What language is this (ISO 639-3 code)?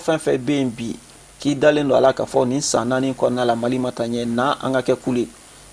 bam